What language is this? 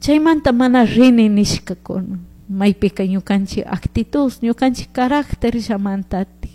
Chimborazo Highland Quichua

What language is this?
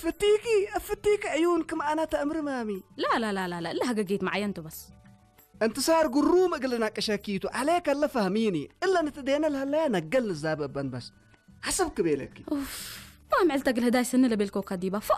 Tigrinya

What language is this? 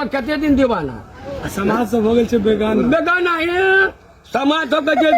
Maithili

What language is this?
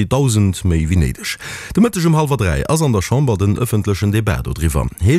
Luxembourgish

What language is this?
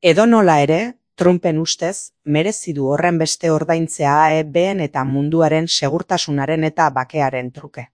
Basque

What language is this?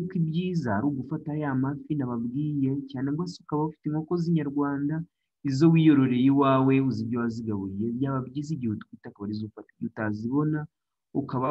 Kinyarwanda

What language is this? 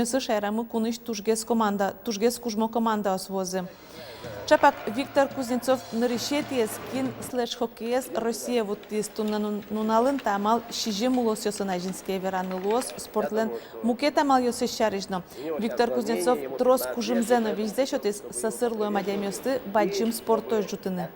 Udmurt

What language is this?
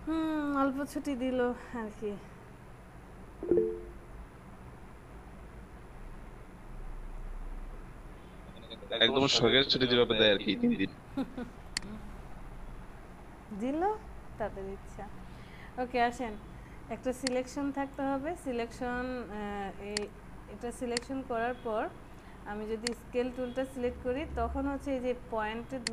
Bangla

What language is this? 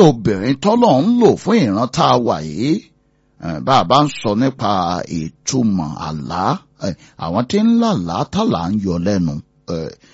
Yoruba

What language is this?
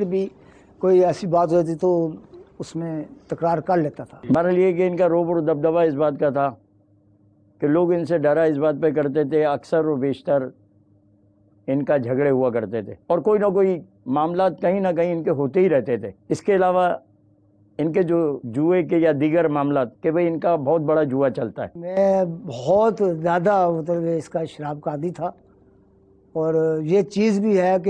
Urdu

